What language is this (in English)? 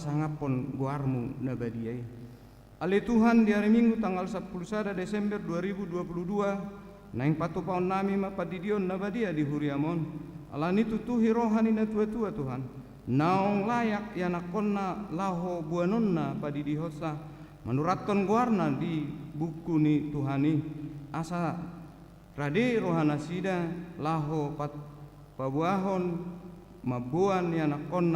Batak Toba